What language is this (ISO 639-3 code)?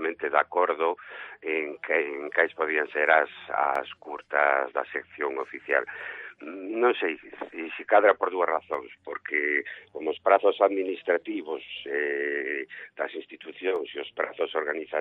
glg